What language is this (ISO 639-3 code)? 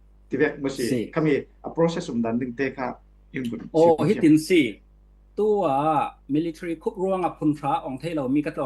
cfm